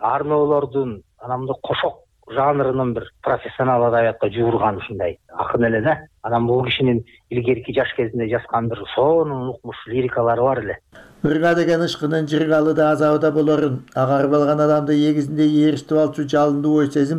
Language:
Kyrgyz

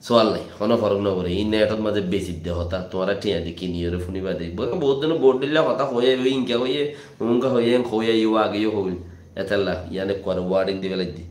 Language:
Rohingya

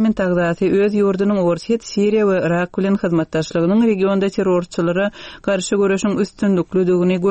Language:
Turkmen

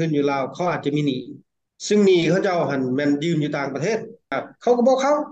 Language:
Lao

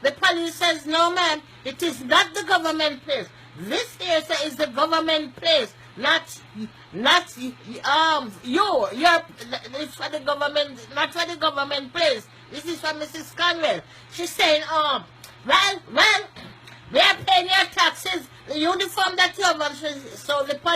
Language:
Jamaican Creole English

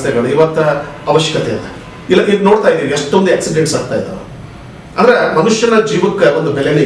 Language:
Kannada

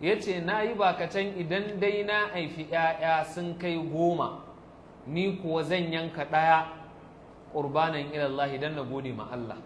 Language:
Hausa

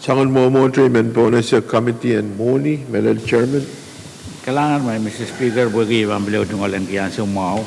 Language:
Pohnpeian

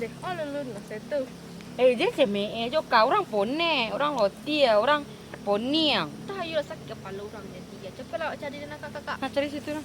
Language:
Minangkabau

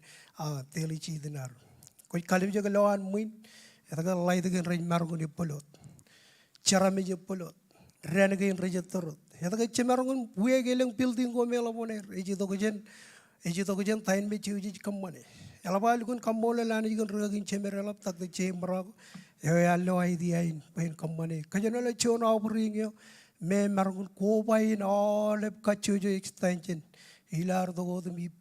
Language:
Marshallese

